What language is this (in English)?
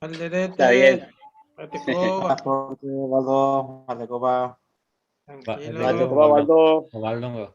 Guarani